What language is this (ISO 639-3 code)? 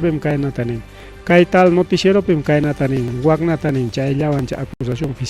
quy